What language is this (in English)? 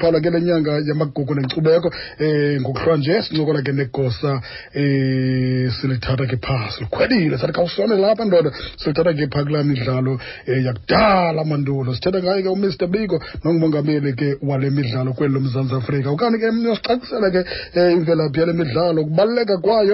Xhosa